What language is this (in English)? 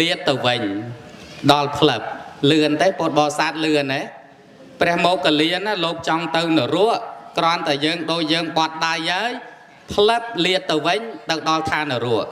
Khmer